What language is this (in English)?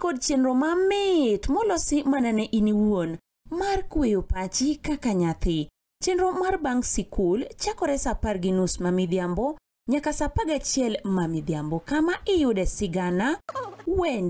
Luo (Kenya and Tanzania)